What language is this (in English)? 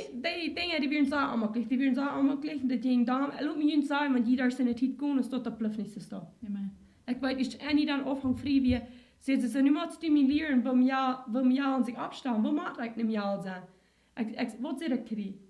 Plautdietsch